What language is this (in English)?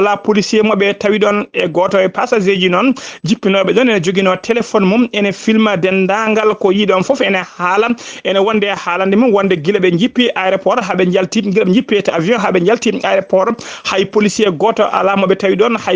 Fula